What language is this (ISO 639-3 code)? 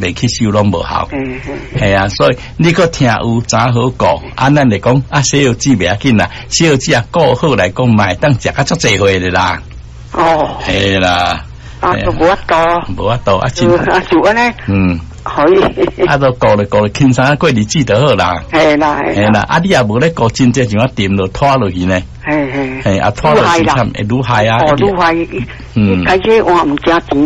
nan